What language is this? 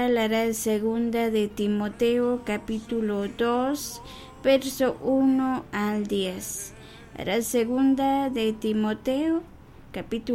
Kekchí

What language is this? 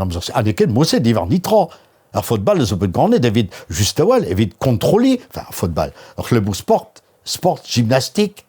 Breton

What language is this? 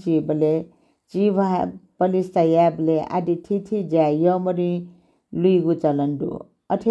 Newari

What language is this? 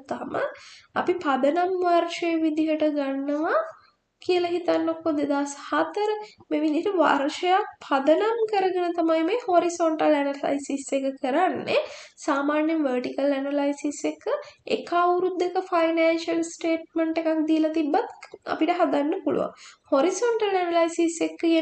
Sinhala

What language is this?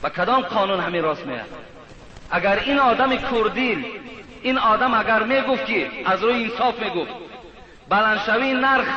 Tajik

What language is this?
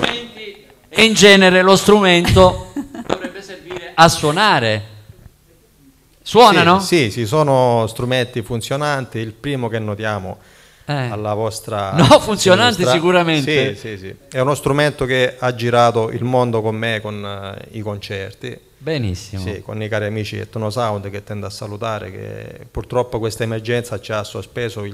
Italian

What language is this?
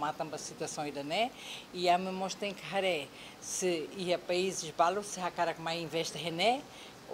Tetum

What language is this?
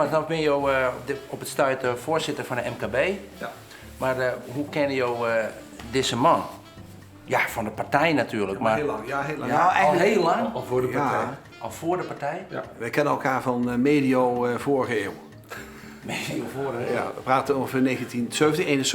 Western Frisian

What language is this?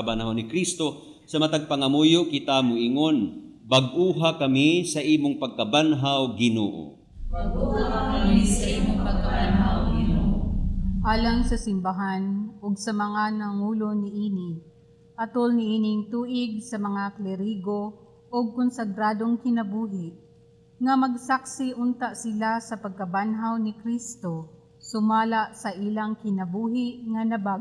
Cebuano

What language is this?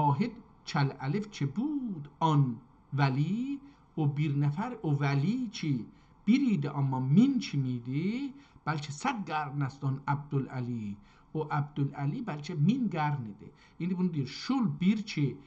South Azerbaijani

